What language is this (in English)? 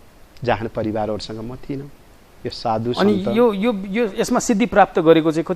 Nepali